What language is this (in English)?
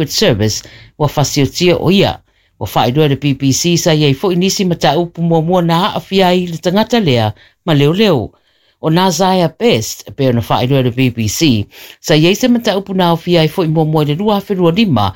Samoan